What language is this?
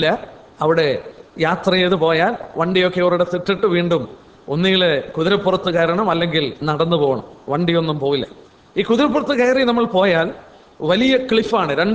Malayalam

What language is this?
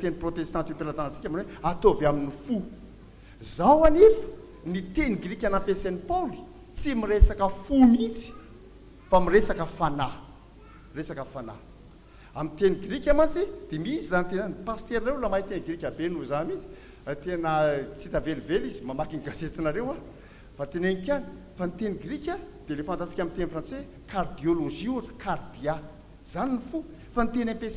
Malagasy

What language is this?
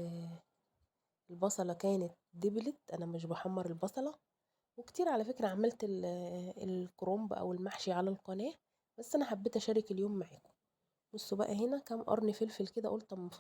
Egyptian Arabic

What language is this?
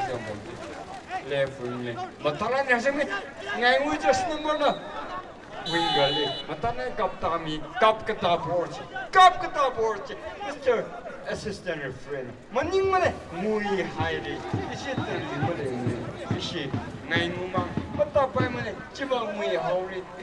Tangkhul Naga (India)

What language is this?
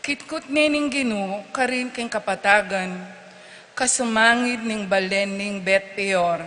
Pampanga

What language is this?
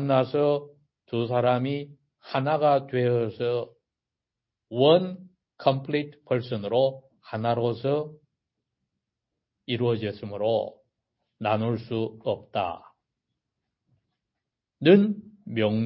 Korean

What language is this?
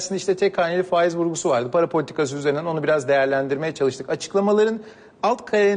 Turkish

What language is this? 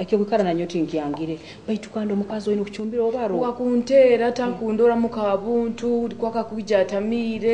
Nyoro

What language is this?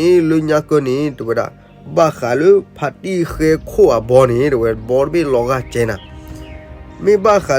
S'gaw Karen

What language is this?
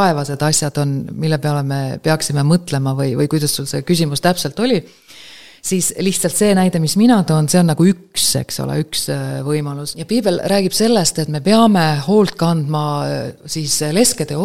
Estonian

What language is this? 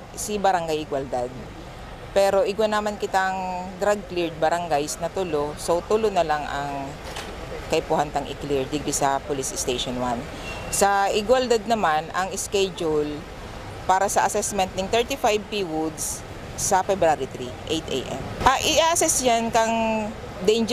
Bikol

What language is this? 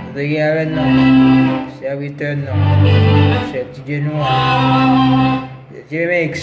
Haitian Creole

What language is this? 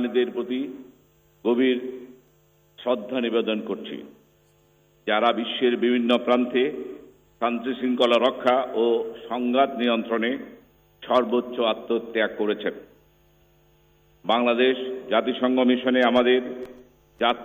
Bangla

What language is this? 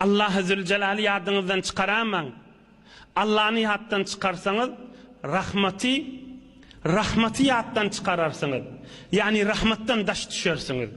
Turkmen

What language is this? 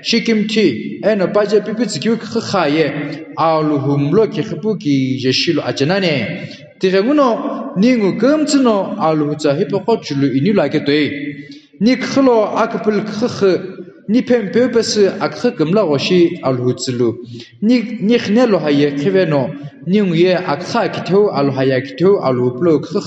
Sumi Naga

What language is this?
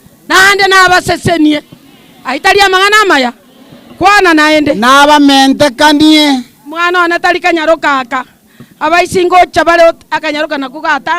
Gusii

